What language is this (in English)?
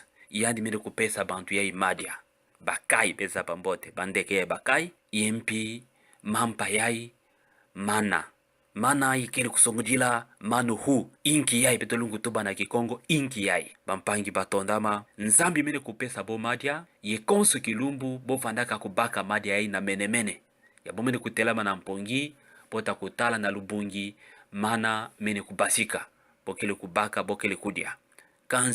Kituba (Democratic Republic of Congo)